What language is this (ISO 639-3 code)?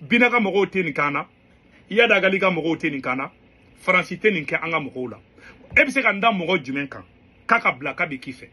bam